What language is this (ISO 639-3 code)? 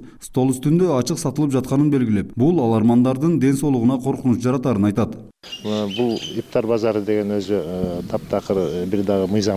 kir